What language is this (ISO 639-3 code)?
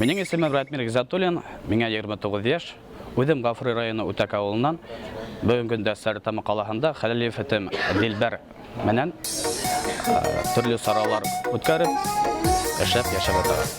bak